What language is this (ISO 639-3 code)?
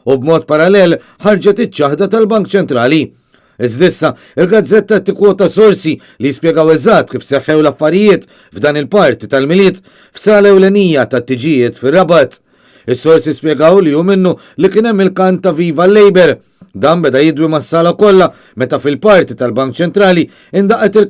mlt